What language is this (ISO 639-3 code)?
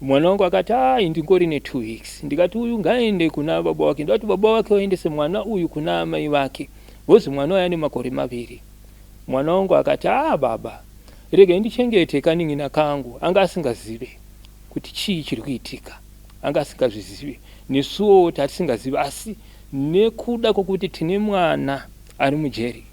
sna